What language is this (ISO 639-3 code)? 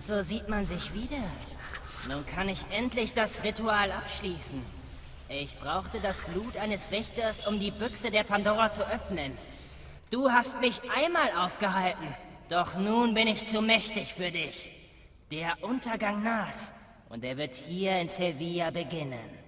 bar